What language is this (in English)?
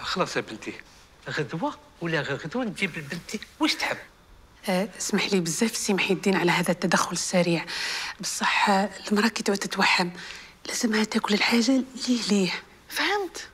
Algerian Arabic